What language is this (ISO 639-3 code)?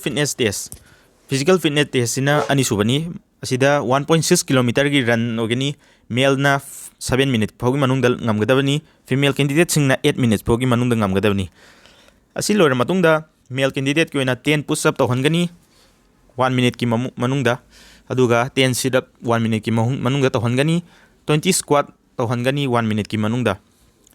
mni